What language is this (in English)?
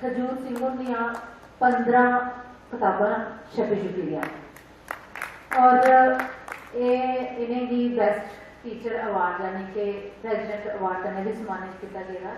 Dogri